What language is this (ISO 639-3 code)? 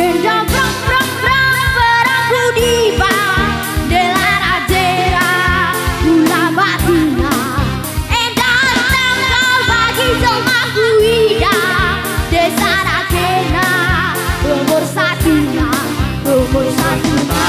btx